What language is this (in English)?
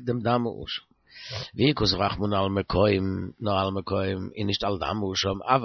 Yiddish